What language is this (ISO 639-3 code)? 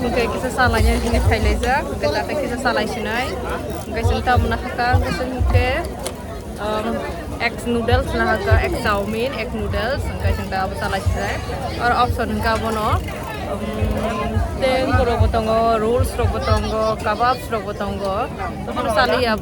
trp